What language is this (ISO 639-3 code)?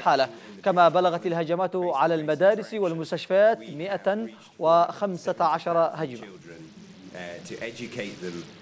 ara